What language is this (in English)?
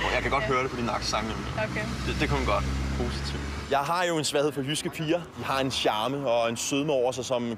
Danish